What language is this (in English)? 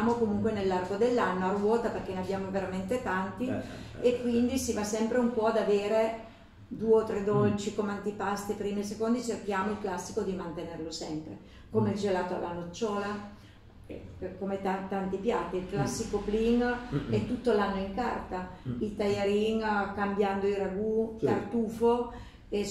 Italian